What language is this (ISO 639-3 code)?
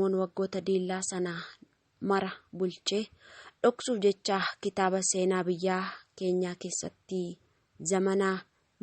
orm